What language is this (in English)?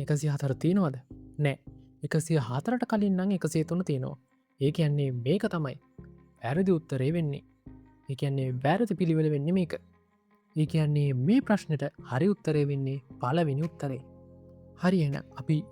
Sinhala